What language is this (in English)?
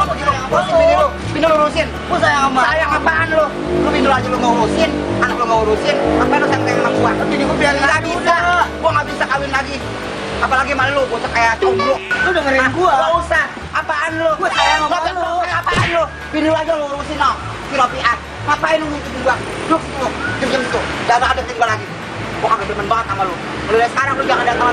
Betawi